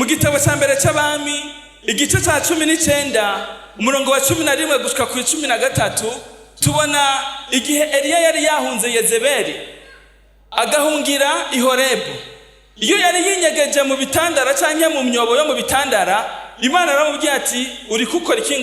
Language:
Rundi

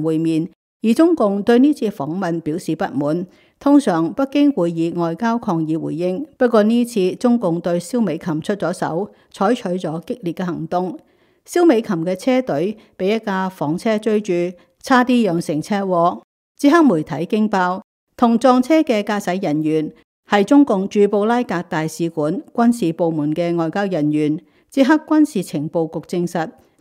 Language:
Cantonese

